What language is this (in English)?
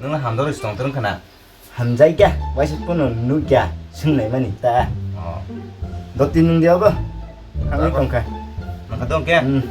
Kok Borok